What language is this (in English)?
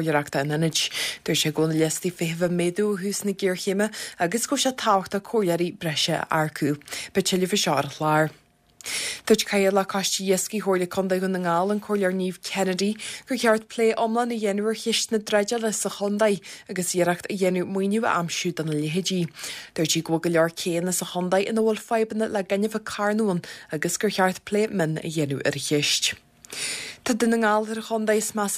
Irish